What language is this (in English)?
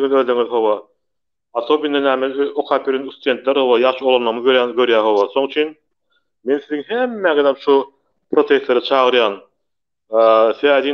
Turkmen